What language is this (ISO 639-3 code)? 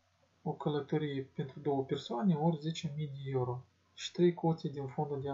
ron